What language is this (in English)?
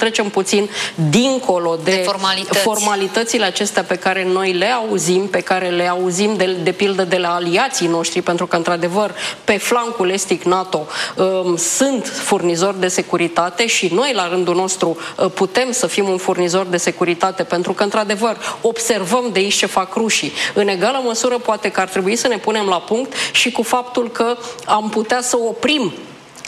Romanian